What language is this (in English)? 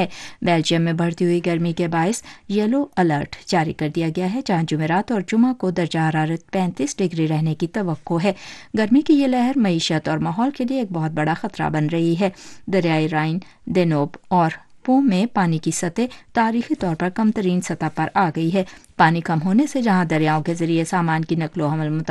Urdu